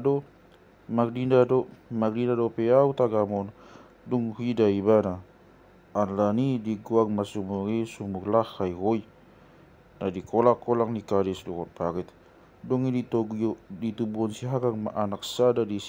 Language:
Batak Toba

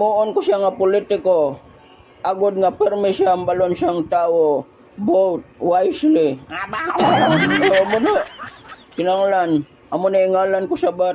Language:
Hiligaynon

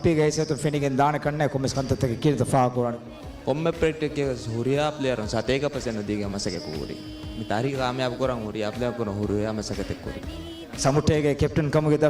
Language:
Divehi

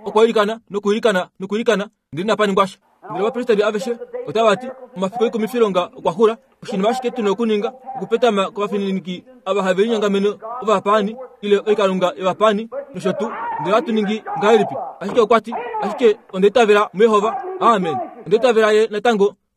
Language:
Kuanyama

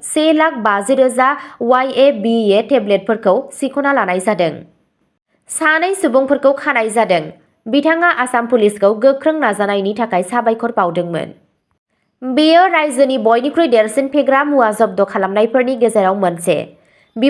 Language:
Bodo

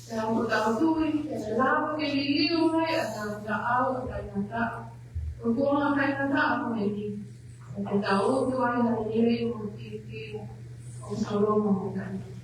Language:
Tongan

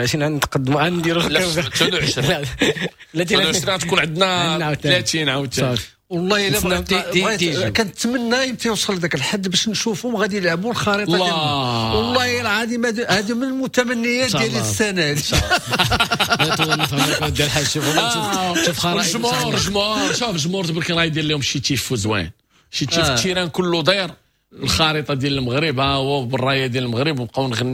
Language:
Moroccan Arabic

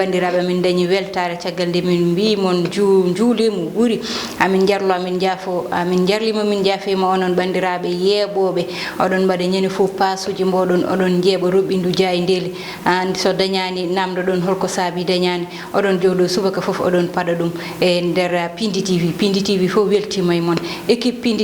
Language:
Fula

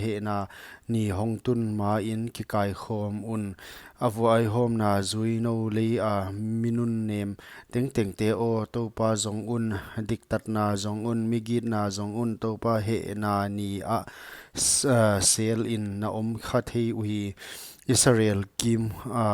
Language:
Paite Chin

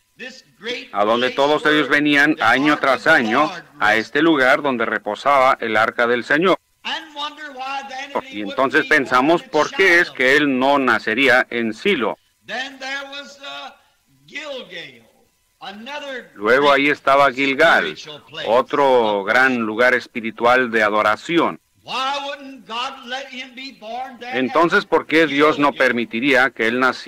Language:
Spanish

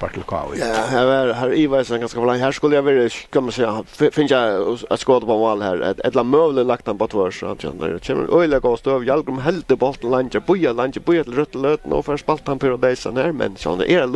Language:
Faroese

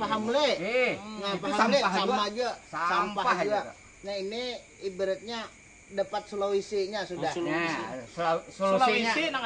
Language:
Banjar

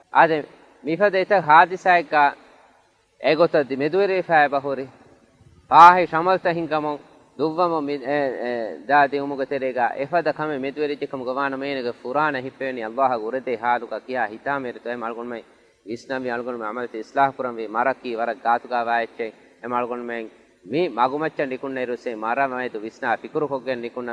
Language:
Divehi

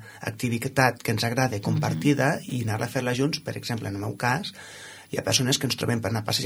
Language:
Catalan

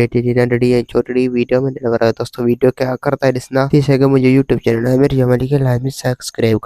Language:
Sindhi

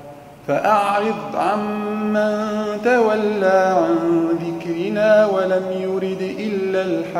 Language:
Arabic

